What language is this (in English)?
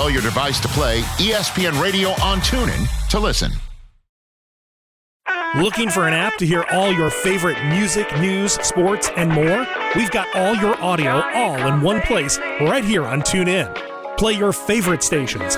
English